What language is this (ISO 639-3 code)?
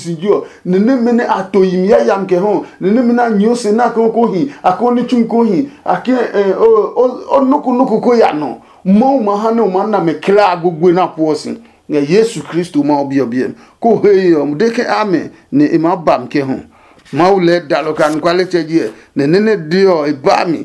ada